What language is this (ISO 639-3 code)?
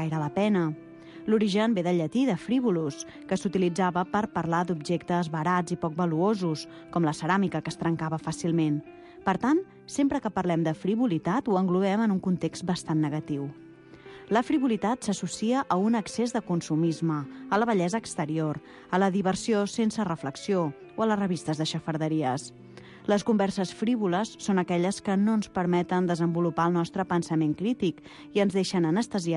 cat